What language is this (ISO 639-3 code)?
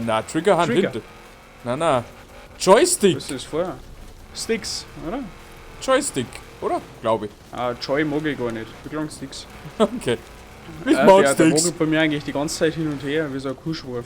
bar